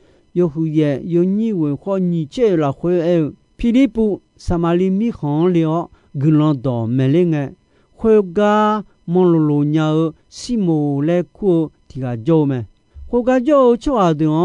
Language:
Akha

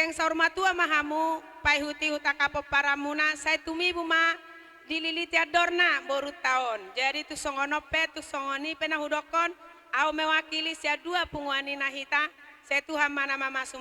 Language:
Batak Toba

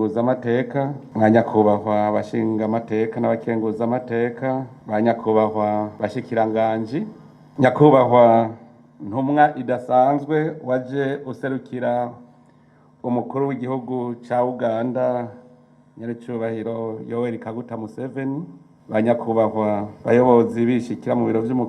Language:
Rundi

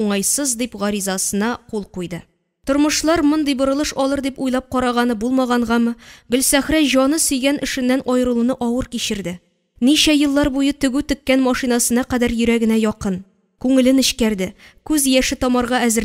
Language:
Tatar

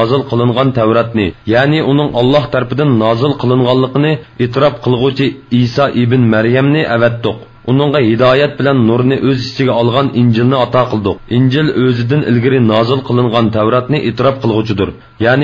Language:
Uyghur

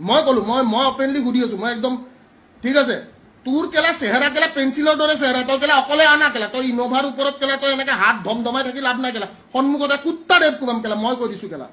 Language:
Assamese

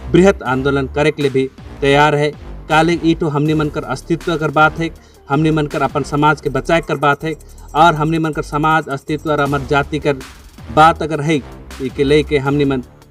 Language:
Sadri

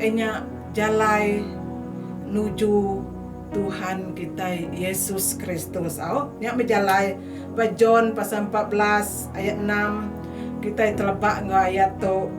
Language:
Iban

